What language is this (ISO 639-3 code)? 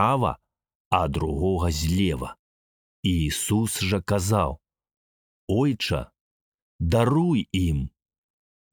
bel